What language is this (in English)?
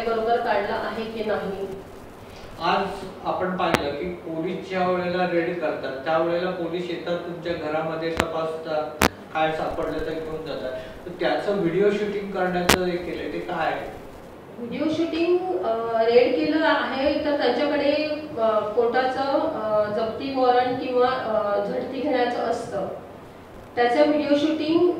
Marathi